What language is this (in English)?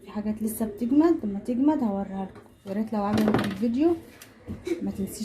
Egyptian Arabic